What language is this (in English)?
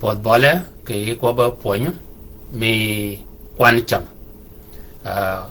Shilluk